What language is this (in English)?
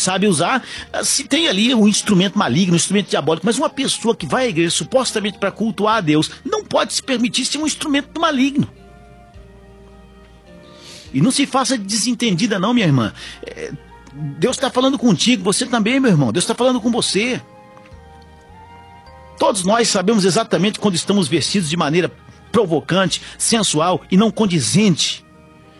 Portuguese